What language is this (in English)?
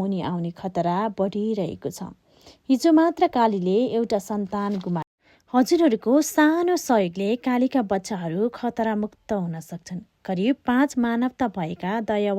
Nepali